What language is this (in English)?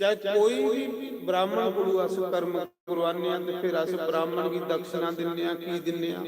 Dogri